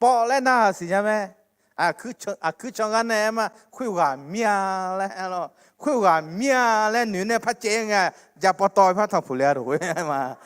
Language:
Akha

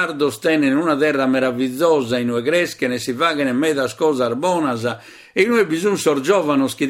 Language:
Sardinian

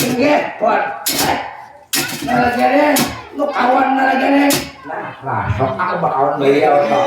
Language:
Banjar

